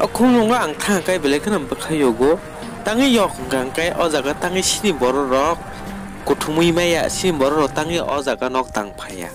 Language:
Kok Borok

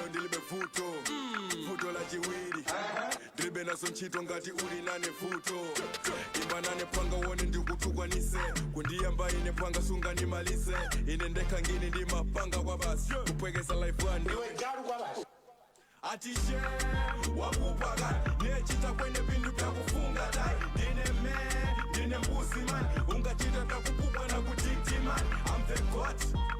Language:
Nyanja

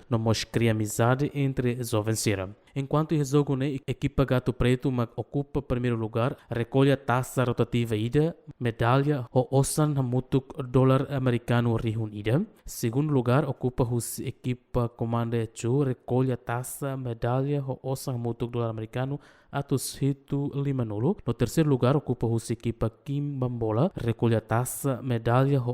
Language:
Tetum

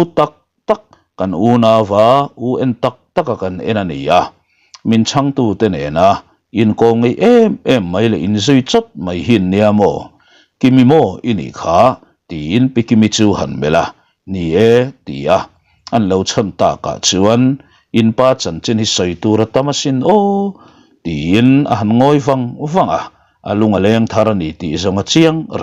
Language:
Mizo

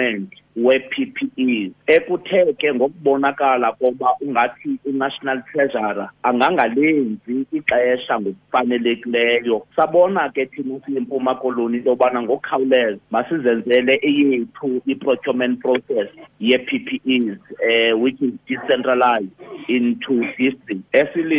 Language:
Xhosa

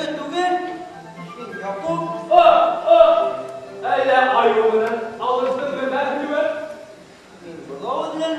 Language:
Bashkir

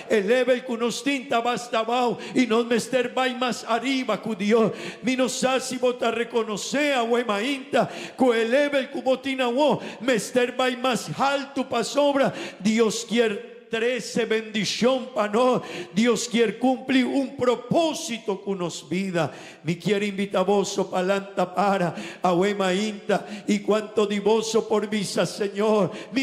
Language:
Papiamento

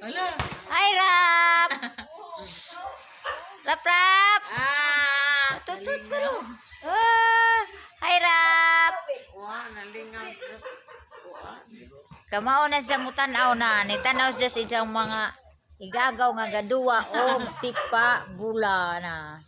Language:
Cebuano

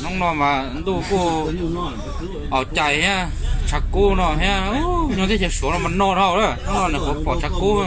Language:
Hmong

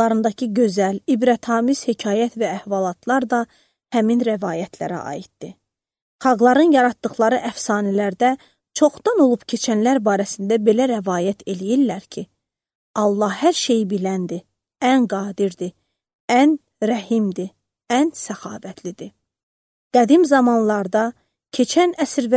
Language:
Azerbaijani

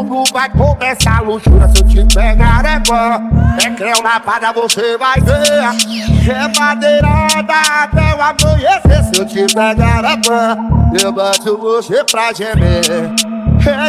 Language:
Portuguese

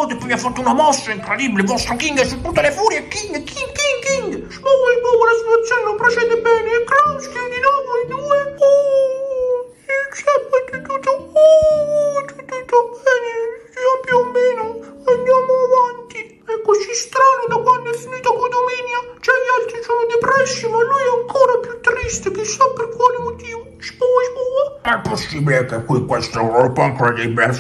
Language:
Italian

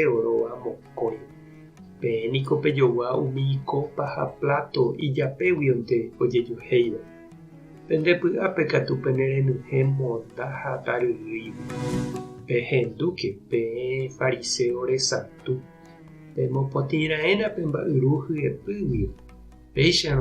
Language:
Guarani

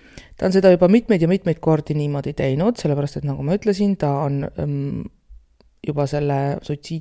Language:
Estonian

